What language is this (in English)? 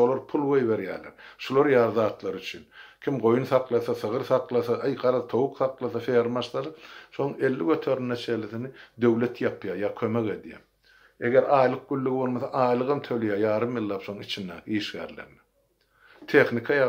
Turkmen